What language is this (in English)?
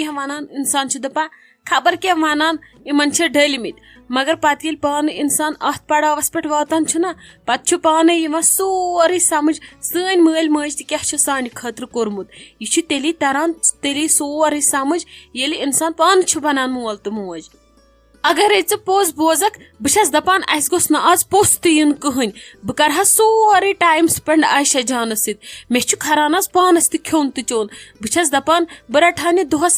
Kashmiri